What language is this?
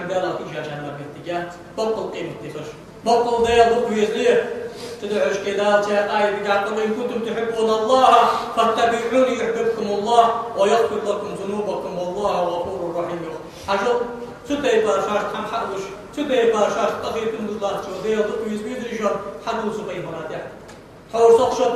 Ingush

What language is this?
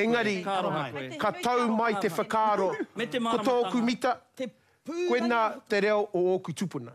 Māori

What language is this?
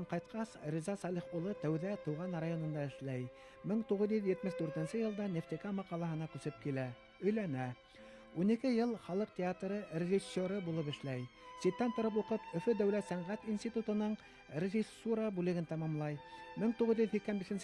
Bashkir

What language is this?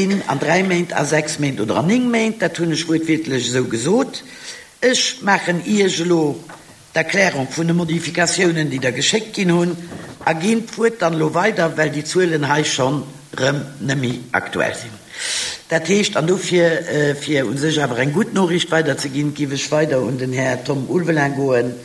Luxembourgish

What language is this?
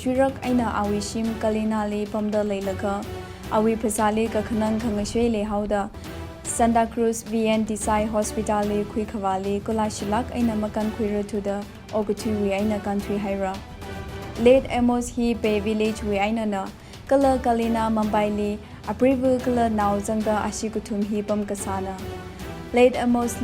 Tangkhul Naga (India)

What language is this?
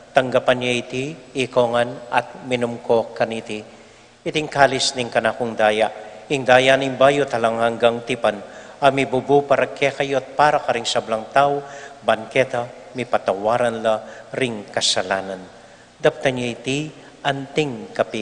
Pampanga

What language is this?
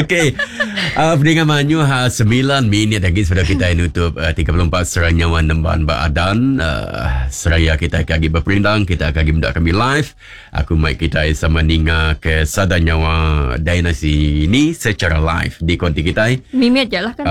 Iban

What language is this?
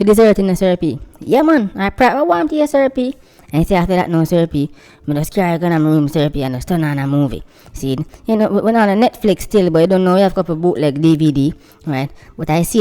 Jamaican Creole English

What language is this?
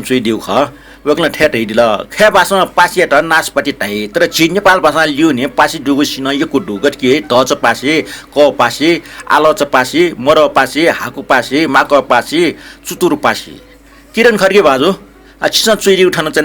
Newari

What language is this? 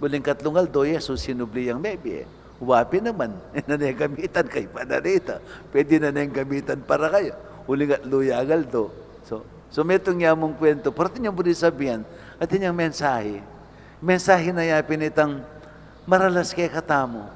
Pampanga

